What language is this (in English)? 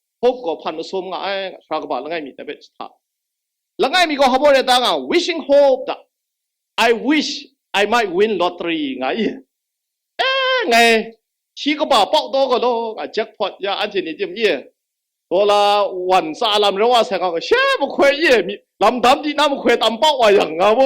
Kachin